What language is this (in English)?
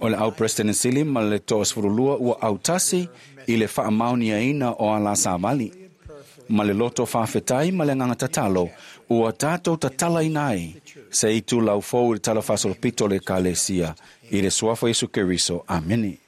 Samoan